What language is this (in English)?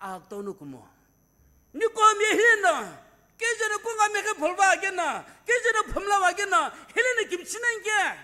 Sumi Naga